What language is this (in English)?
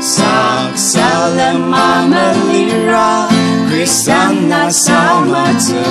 Ao Naga